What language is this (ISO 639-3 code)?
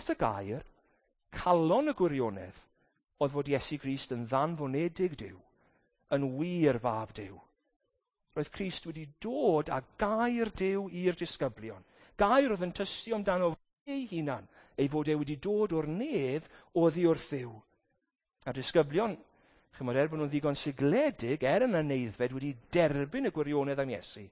cym